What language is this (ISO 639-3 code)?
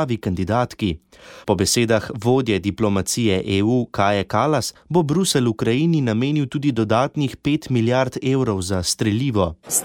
slv